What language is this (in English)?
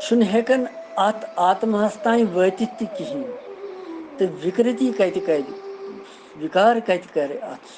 Kashmiri